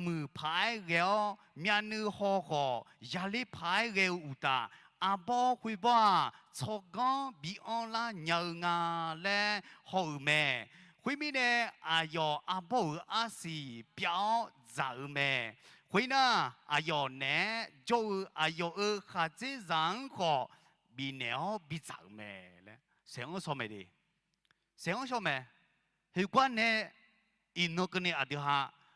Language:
Akha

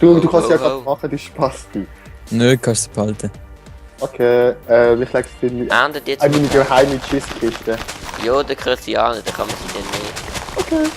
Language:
Swiss German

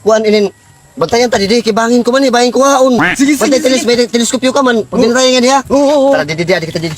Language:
Waray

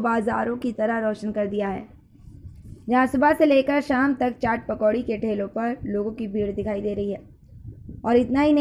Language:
Hindi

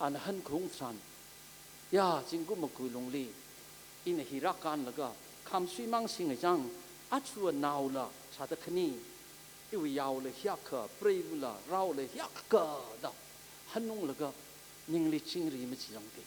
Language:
Tangkhul Naga (India)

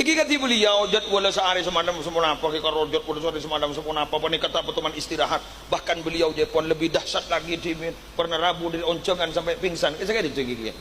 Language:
Madurese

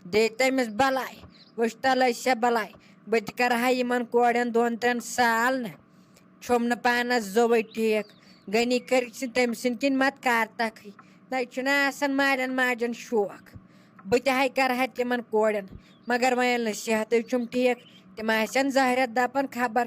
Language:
Kashmiri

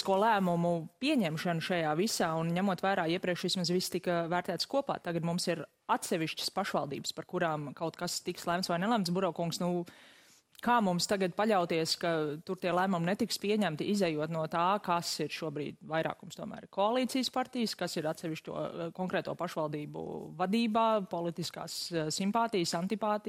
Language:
Latvian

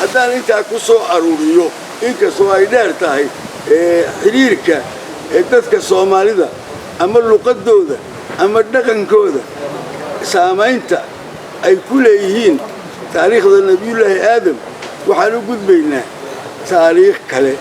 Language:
Somali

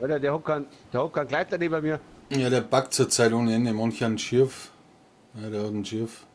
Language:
Bavarian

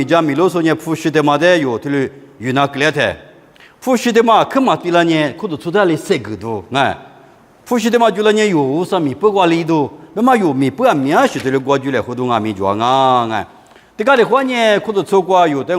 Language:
Lisu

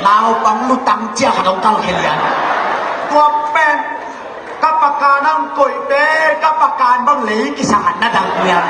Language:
Tedim Chin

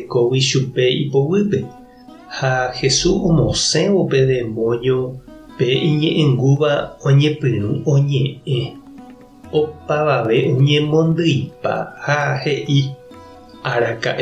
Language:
Guarani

